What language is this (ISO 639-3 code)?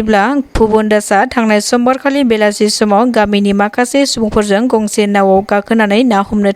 brx